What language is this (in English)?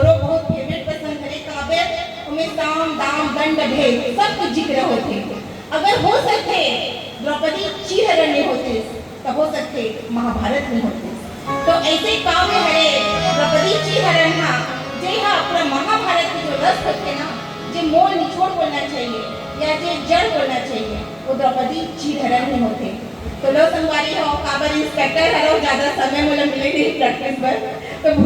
Chhattisgarhi